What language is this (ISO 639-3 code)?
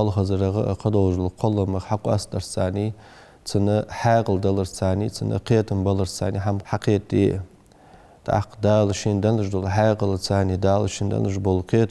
inh